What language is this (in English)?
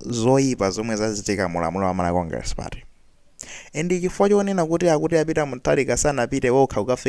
Nyanja